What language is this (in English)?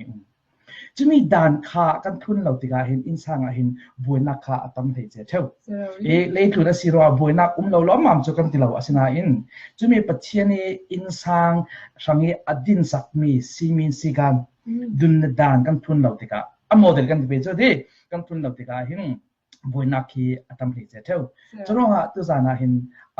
Falam Chin